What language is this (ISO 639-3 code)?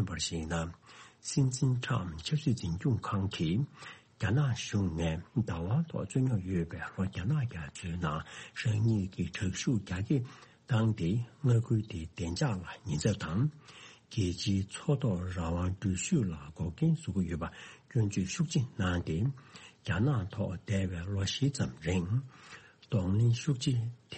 bod